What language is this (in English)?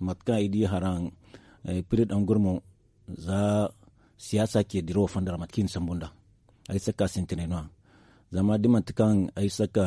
Zarma